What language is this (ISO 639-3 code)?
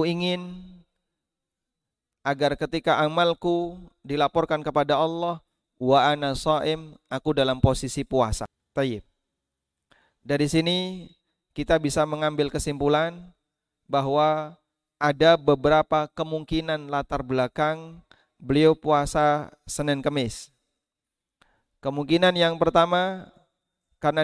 ind